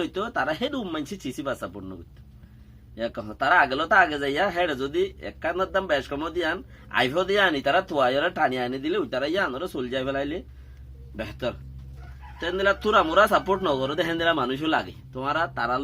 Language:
Rohingya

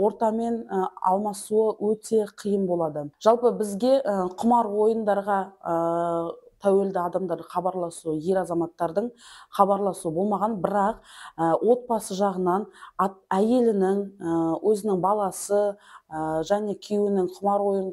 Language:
Kazakh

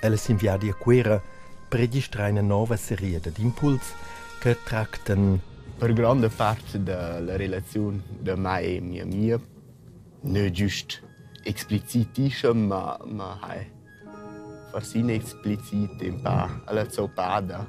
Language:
Romansh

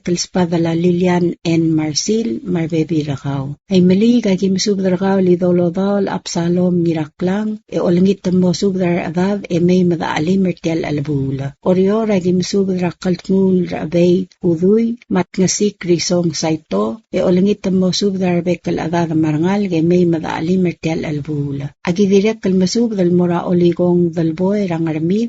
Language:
Palauan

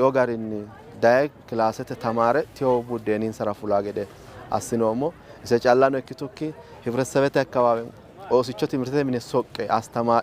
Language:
Sidamo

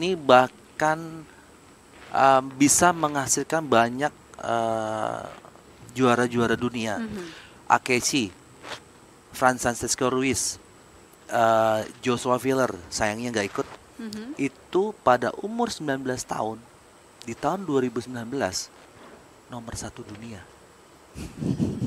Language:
Indonesian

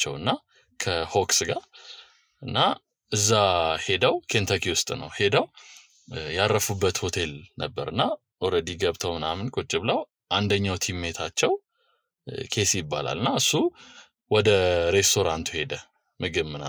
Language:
Amharic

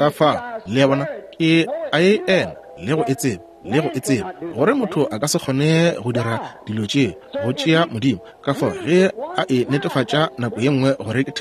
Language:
Northern Sotho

